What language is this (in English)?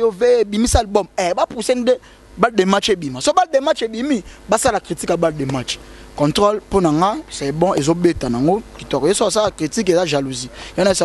Lingala